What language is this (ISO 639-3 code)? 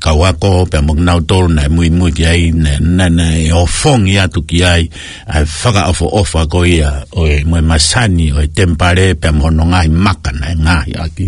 ton